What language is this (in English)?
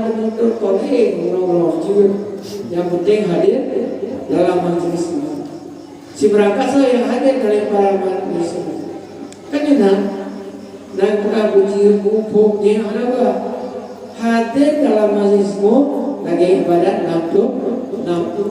Achinese